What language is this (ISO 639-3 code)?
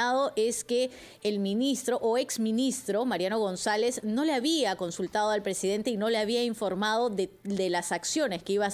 spa